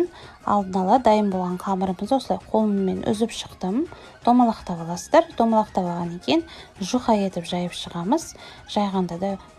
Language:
Kazakh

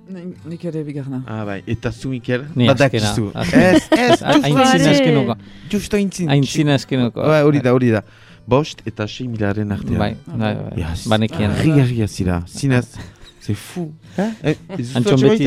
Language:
Basque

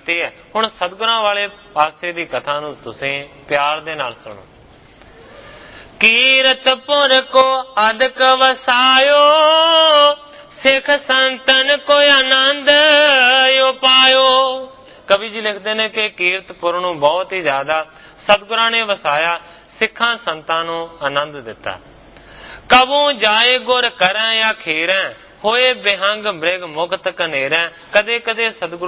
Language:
Punjabi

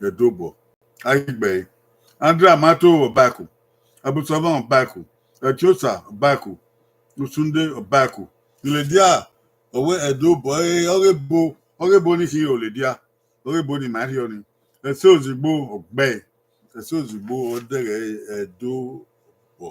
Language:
Bini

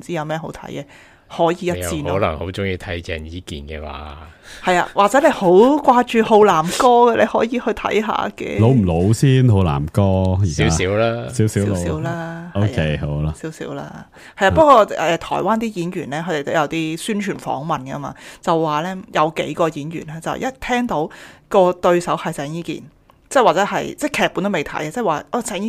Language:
Cantonese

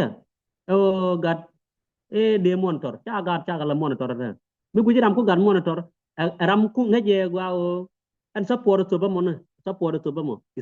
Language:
Nuer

